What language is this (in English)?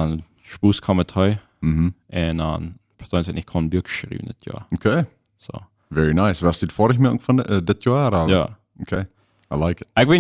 Plautdietsch